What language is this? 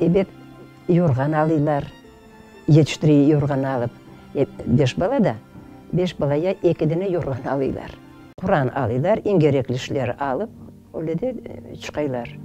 Crimean Tatar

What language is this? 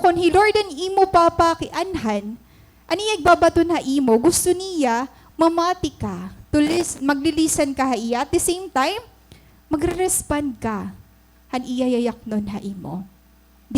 Waray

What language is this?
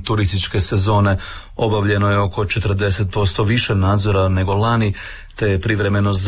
Croatian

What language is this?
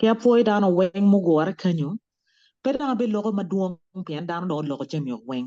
Acoli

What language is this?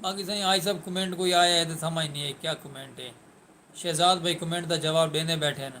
Saraiki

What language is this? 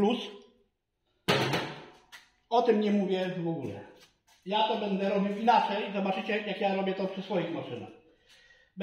Polish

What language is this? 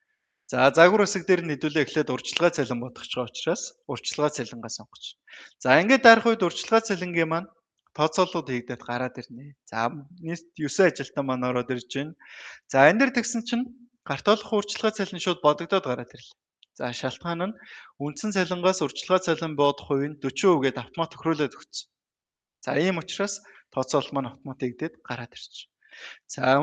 Mongolian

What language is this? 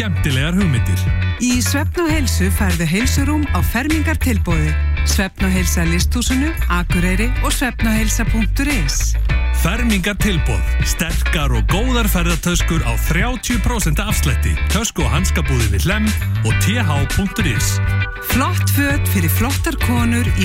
Icelandic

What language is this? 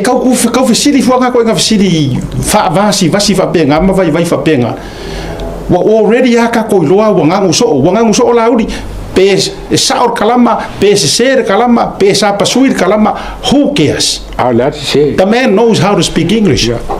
Samoan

